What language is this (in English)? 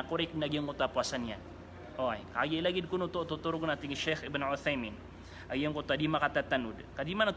Maranao